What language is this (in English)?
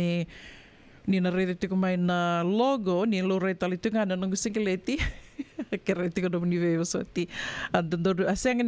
Fijian